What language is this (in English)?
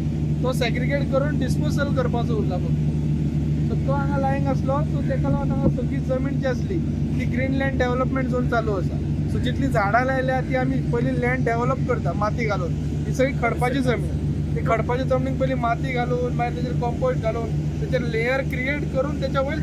Konkani